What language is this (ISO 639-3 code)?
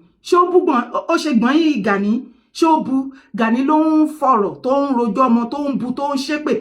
yor